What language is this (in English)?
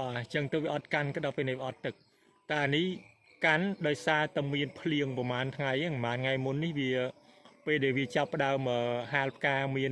Khmer